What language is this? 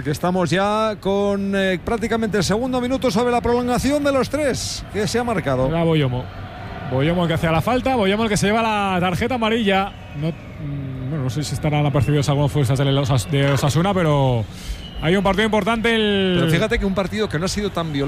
Spanish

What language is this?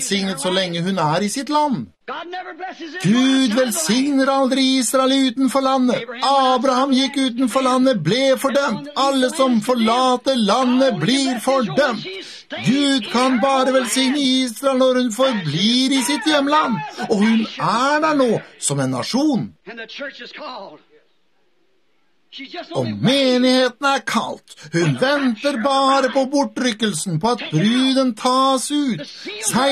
Norwegian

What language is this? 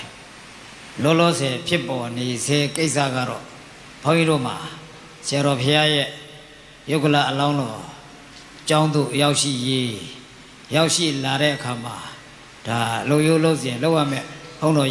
Burmese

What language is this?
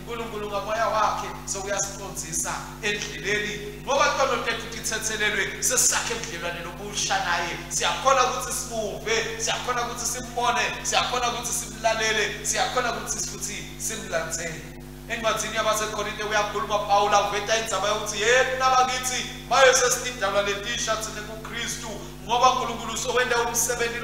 Swati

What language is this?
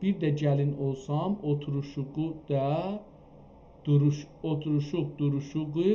South Azerbaijani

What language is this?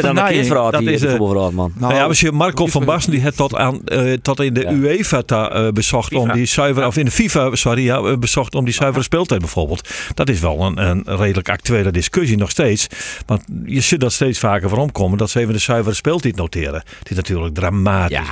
Western Frisian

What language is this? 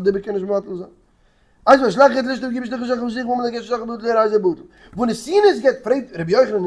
Yiddish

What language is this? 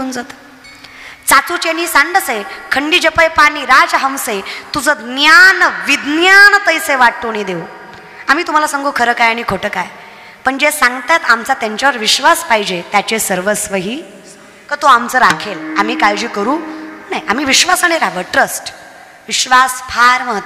Marathi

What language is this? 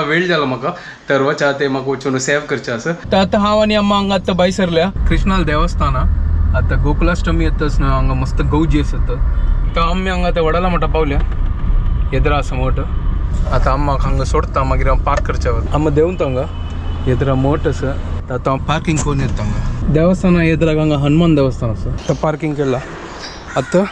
Konkani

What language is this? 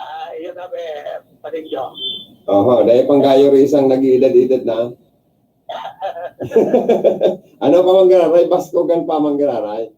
Bikol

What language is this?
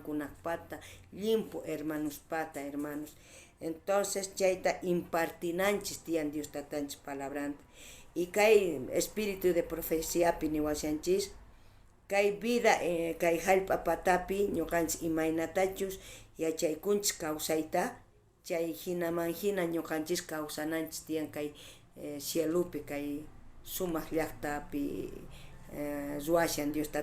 South Bolivian Quechua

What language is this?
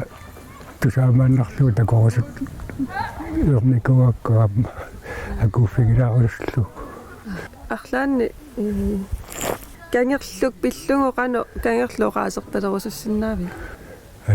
Kalaallisut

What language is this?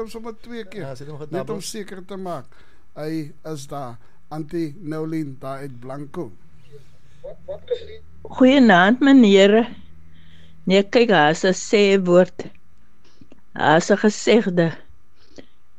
Afrikaans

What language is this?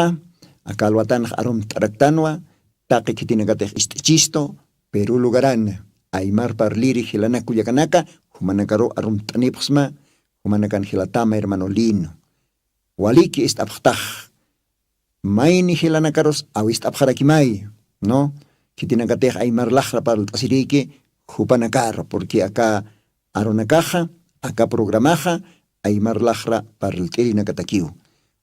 Aymara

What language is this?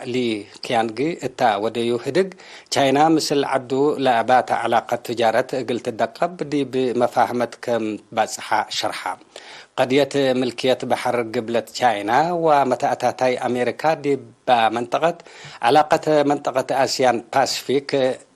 Tigre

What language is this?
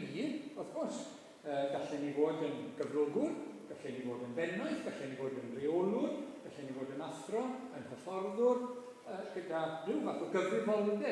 Welsh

